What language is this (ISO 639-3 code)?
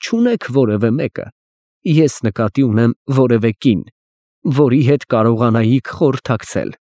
hye